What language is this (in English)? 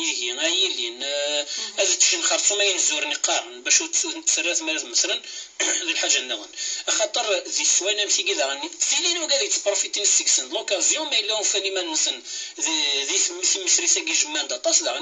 Kabyle